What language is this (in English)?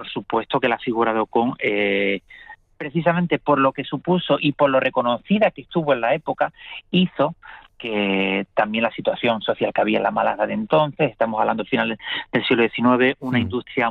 Spanish